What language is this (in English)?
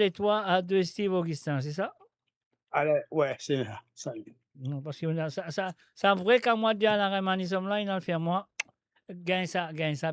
Morisyen